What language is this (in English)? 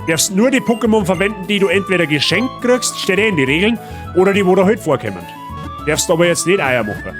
Bavarian